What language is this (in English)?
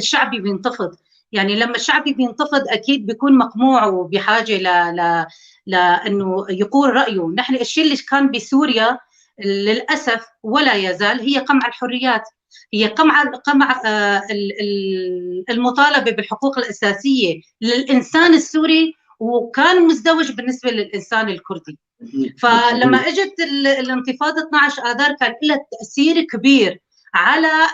North Levantine Arabic